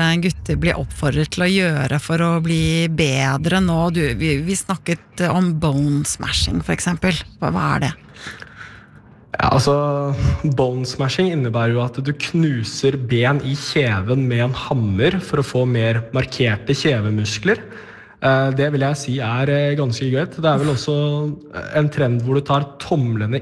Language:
Norwegian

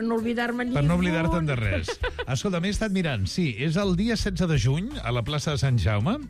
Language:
Catalan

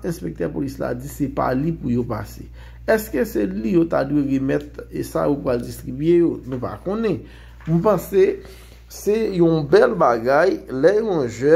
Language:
Haitian Creole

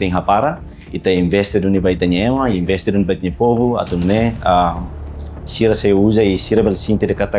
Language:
Tetum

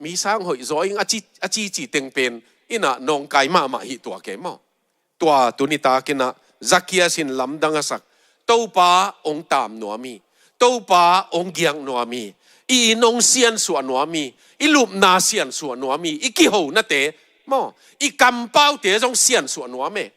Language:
Tedim Chin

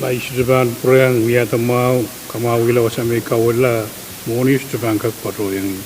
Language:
Pohnpeian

